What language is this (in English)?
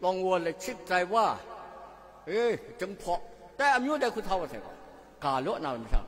Kachin